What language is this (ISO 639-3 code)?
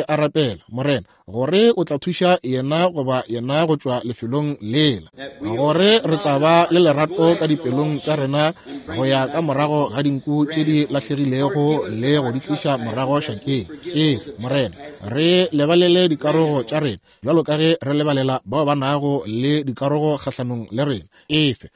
nso